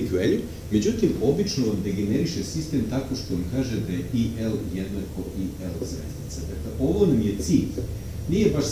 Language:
Serbian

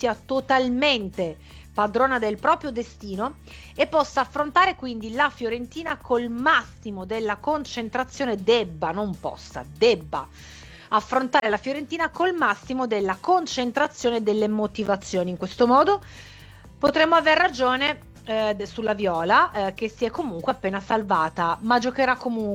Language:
Italian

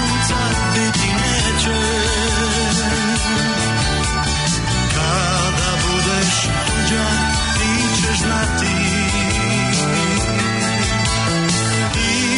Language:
Croatian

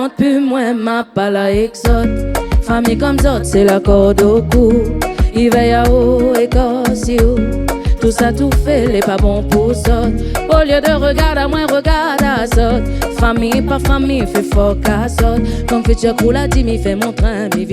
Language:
Réunion Creole French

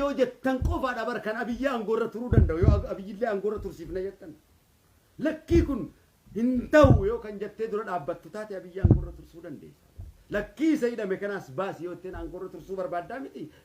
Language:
Oromo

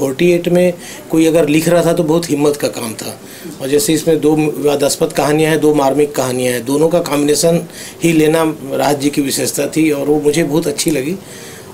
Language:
Hindi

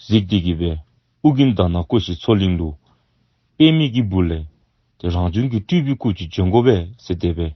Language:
Dzongkha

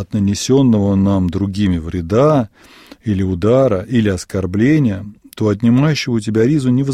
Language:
Russian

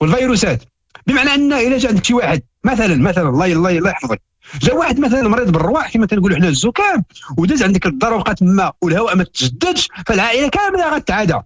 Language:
Moroccan Arabic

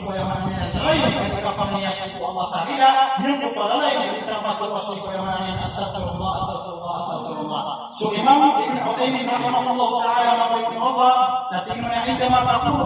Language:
Maranao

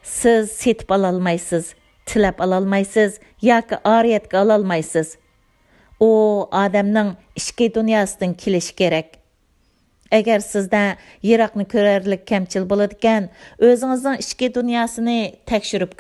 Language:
Uyghur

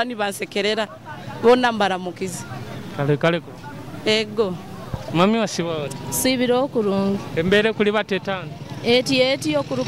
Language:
Nyoro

